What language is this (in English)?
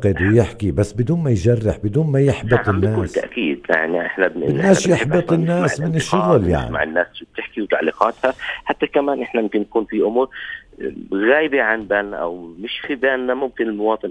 North Levantine Arabic